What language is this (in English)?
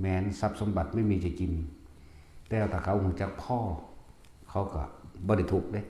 Northeastern Thai